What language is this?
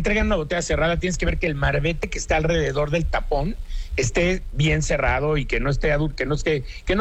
Spanish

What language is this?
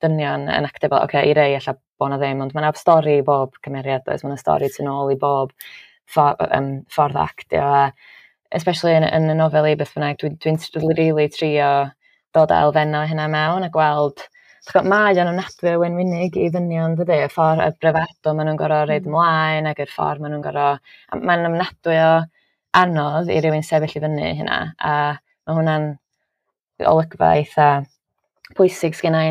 Welsh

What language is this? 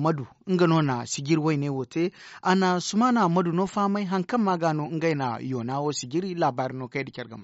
Zarma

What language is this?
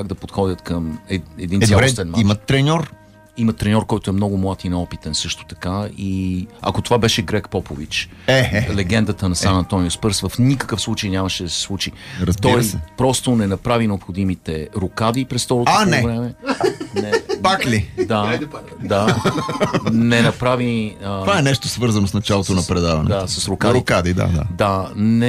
Bulgarian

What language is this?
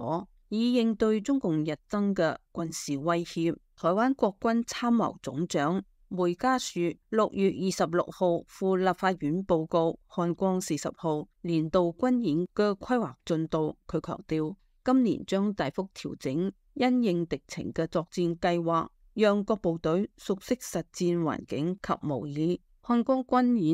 Cantonese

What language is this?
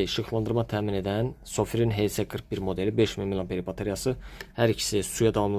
Azerbaijani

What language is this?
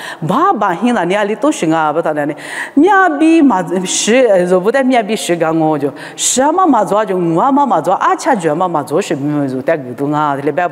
Lisu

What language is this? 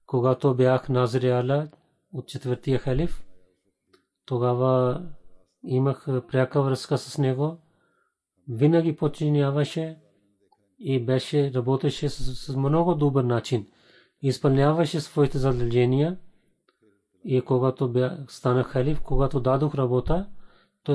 Bulgarian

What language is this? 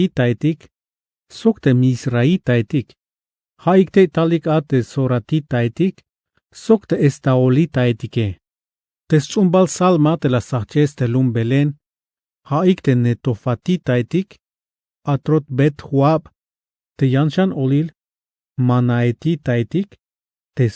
Tzeltal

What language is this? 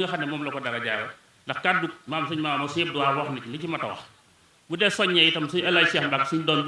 Wolof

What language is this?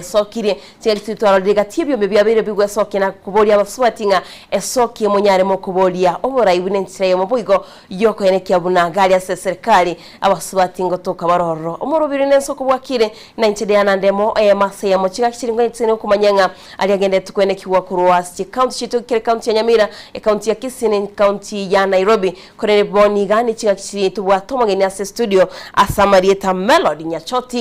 Gusii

